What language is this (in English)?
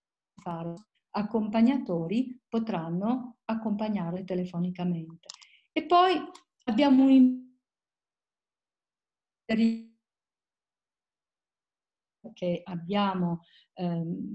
Italian